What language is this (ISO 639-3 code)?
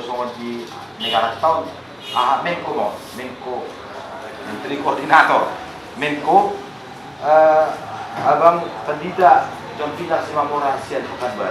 bbc